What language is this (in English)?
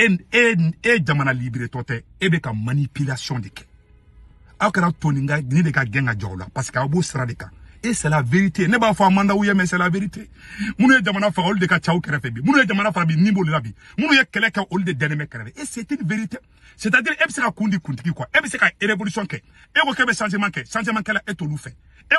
Bambara